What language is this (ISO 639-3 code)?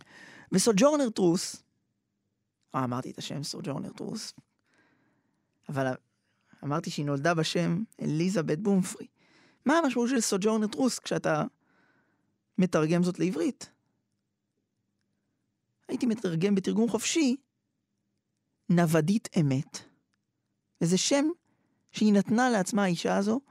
heb